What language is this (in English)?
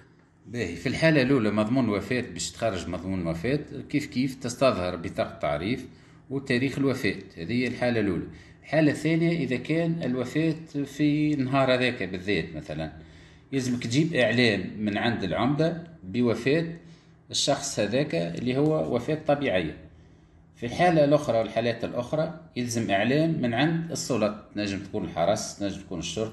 Tunisian Arabic